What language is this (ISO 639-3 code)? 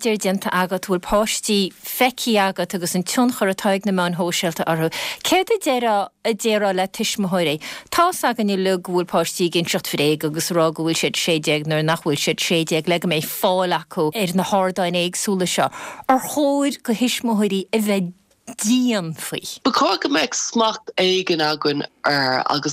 gle